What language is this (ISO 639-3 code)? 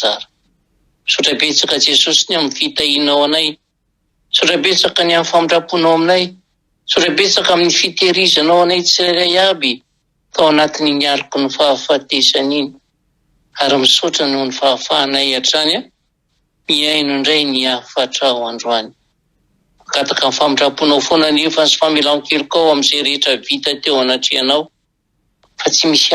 mlg